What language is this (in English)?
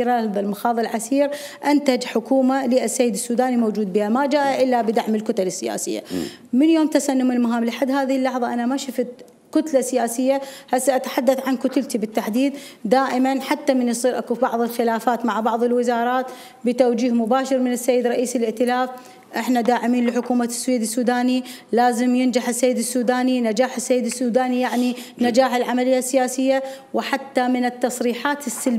Mesopotamian Arabic